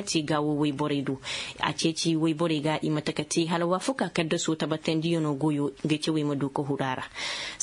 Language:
Zarma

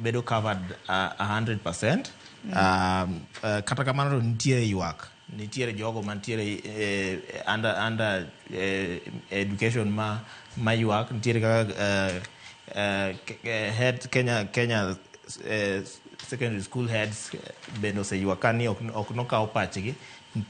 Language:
Luo (Kenya and Tanzania)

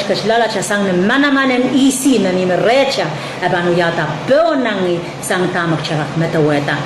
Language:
Pohnpeian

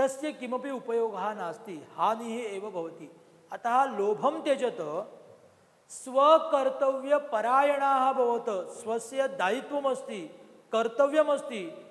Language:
Sanskrit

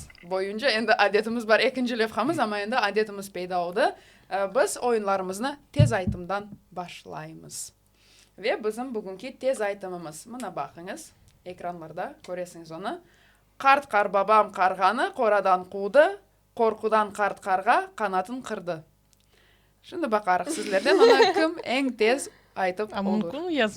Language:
Crimean Tatar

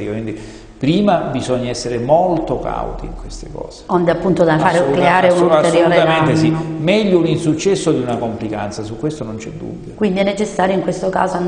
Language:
Italian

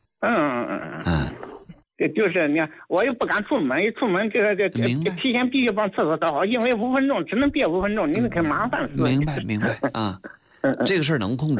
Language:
Chinese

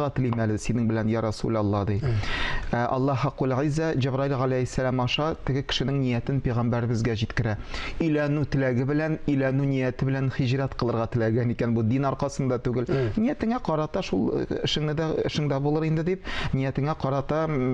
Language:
Tatar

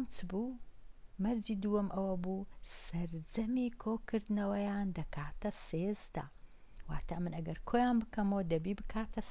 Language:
Central Kurdish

